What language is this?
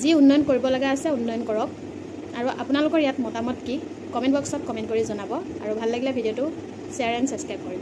Assamese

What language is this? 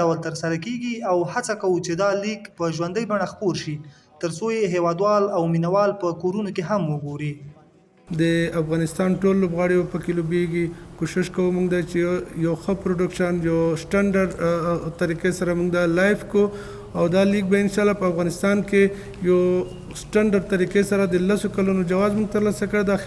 Pashto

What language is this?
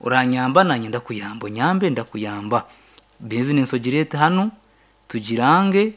Nyankole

